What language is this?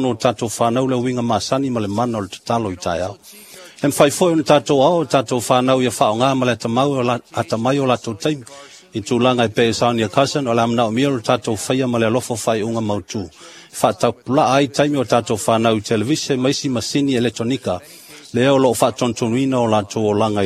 Samoan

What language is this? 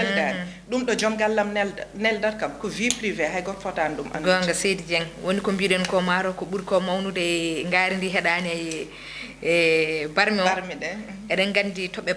Fula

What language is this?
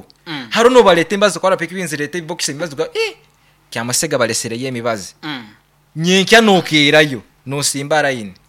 Nyoro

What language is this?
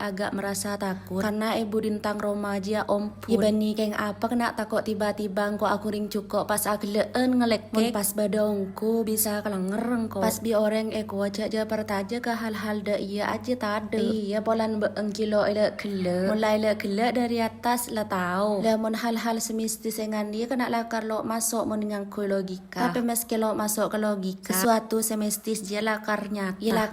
Madurese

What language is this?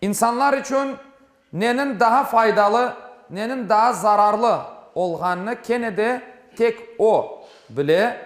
Crimean Tatar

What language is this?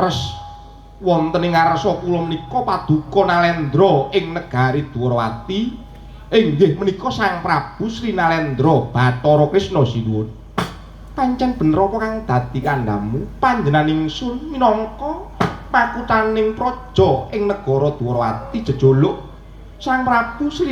Javanese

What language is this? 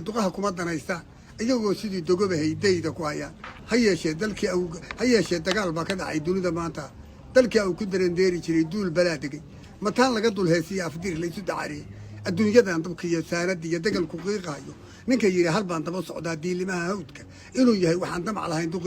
Somali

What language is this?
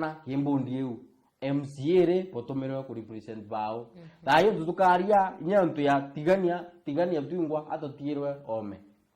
Meru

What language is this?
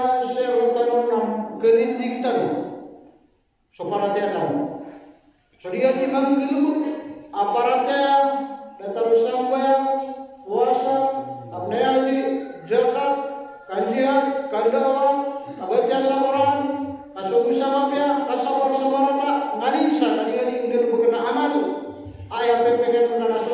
Maranao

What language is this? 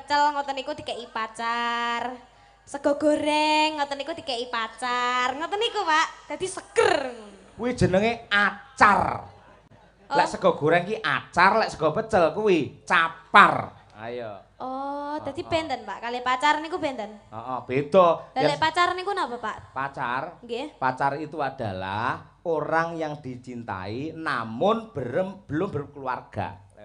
Javanese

